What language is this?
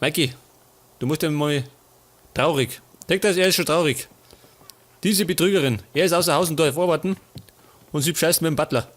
Bavarian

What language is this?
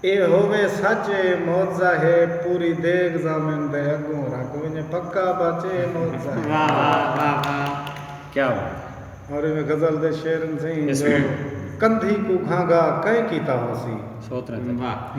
Saraiki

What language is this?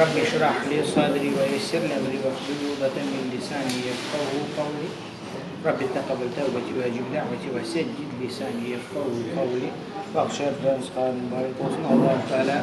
Crimean Tatar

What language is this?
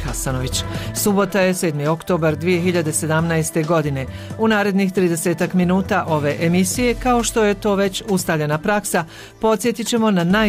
Bosnian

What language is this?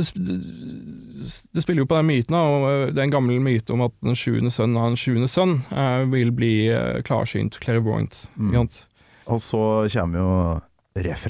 Norwegian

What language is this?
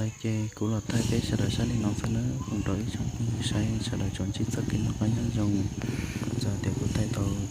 Hmong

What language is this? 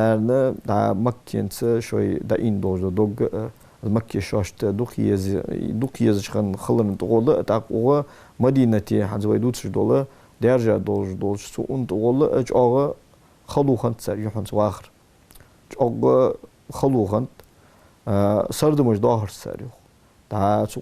Ingush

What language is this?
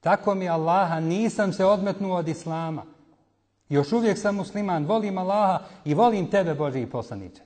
Bosnian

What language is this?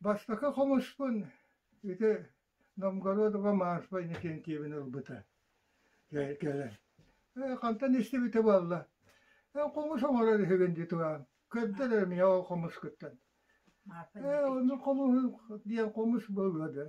Yakut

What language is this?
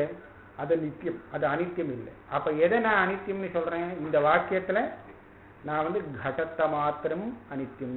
Tamil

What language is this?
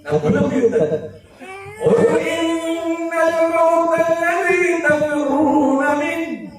Maranao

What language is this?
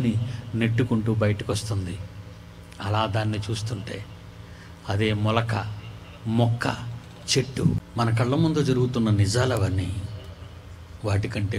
Telugu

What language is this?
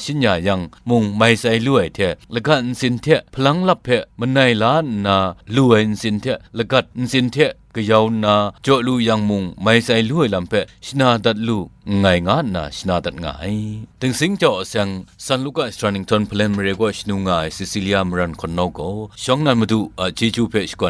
Kachin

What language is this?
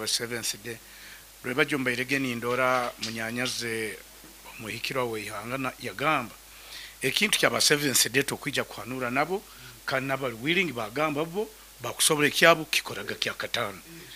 Nyoro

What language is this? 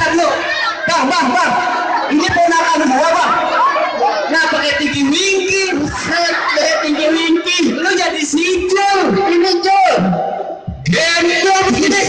Betawi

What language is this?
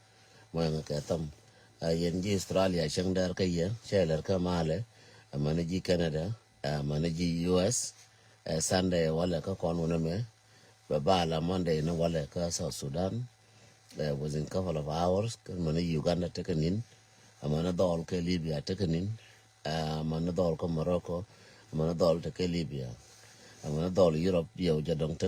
Nuer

